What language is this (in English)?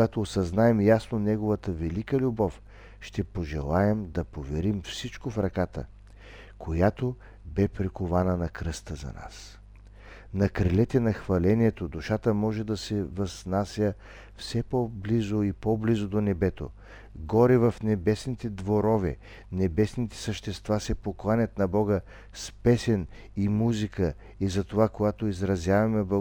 Bulgarian